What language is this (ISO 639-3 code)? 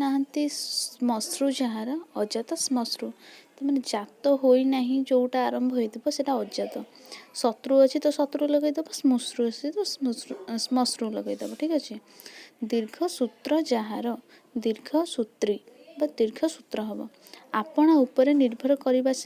ori